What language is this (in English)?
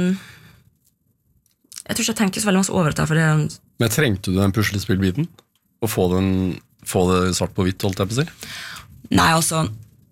Norwegian